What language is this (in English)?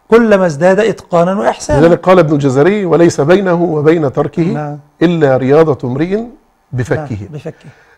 Arabic